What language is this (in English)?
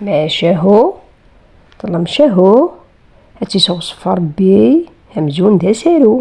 Kabyle